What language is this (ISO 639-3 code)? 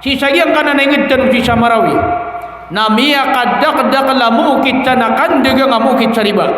mrw